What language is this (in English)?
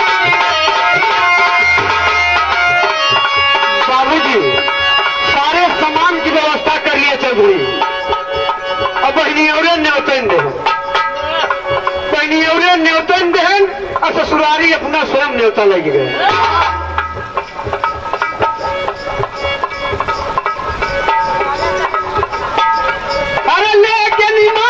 Bhojpuri